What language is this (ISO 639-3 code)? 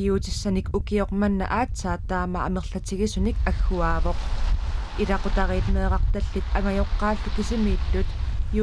kal